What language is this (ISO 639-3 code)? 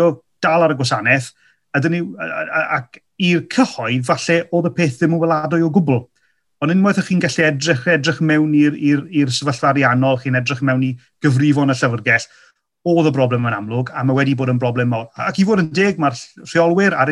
cym